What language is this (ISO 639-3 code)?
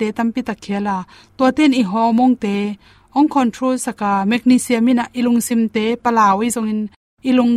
ctd